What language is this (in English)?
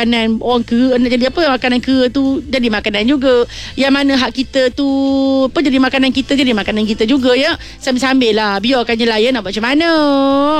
Malay